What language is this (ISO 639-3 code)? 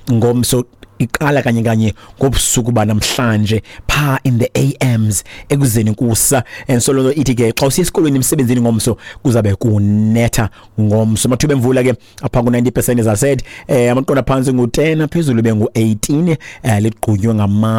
xho